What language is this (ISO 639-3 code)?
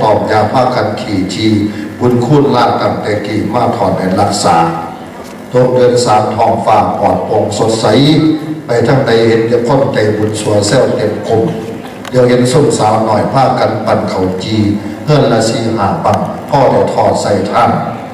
tts